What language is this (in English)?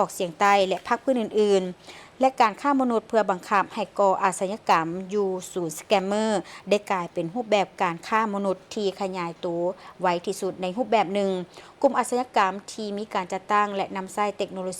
Lao